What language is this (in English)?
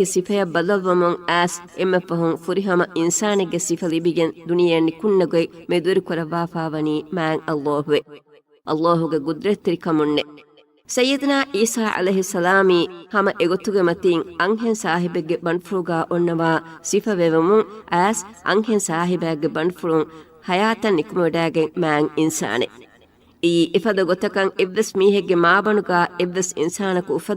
Divehi